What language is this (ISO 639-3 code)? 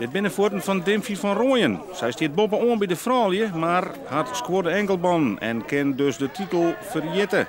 fry